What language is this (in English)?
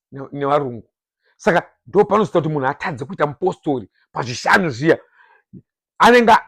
Shona